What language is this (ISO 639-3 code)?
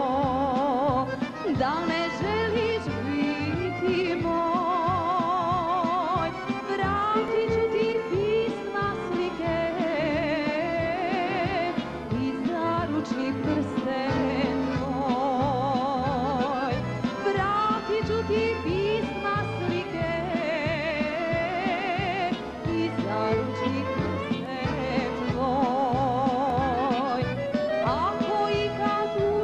hrv